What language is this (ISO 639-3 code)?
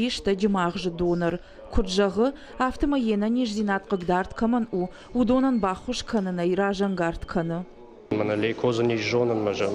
oss